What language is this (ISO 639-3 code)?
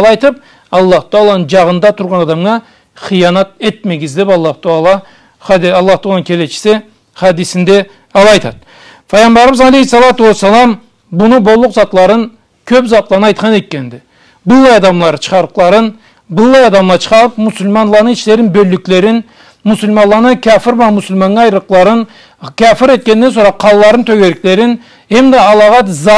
krc